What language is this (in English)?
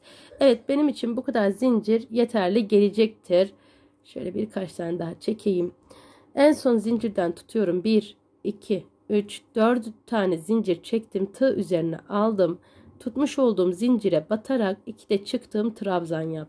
Turkish